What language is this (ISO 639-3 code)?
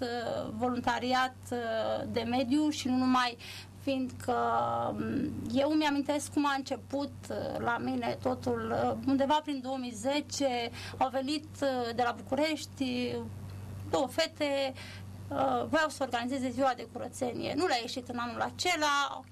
ron